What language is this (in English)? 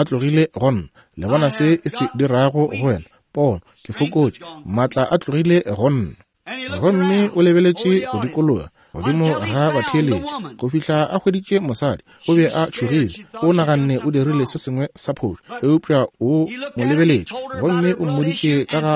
Northern Sotho